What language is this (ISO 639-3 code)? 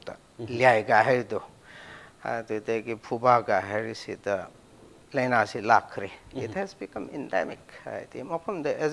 mni